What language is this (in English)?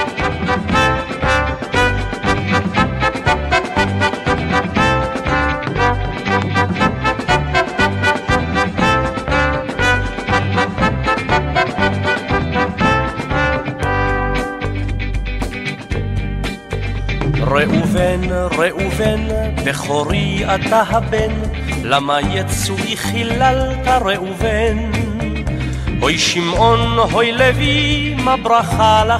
Hebrew